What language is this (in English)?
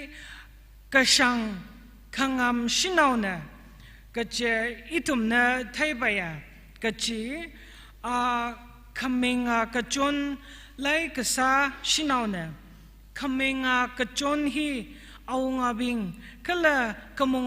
Tangkhul Naga (India)